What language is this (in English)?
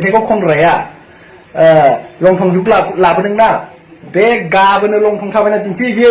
Bodo